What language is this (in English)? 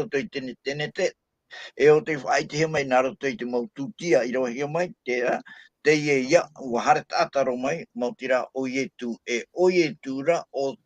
Tahitian